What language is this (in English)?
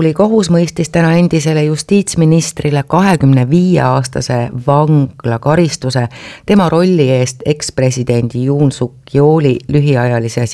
Estonian